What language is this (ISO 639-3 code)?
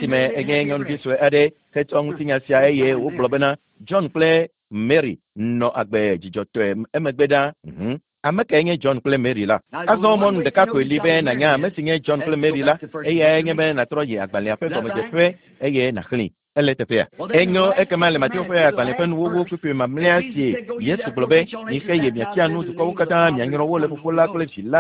ewe